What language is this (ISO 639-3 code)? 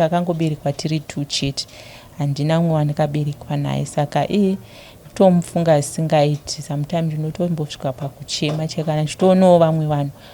sna